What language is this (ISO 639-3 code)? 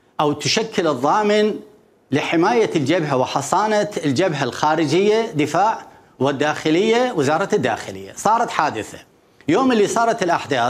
acm